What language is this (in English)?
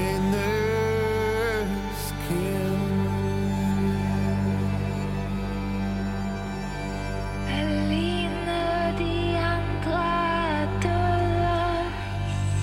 Danish